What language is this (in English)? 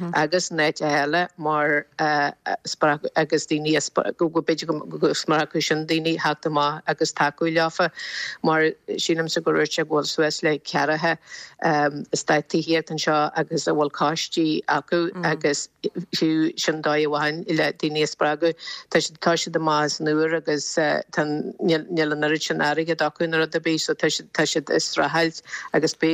Irish